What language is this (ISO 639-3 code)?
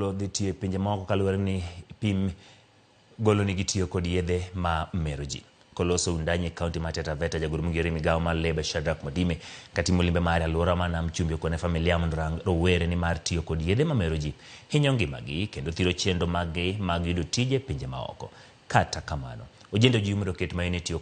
luo